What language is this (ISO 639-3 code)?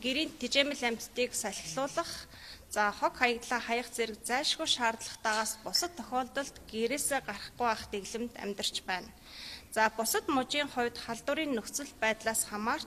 mon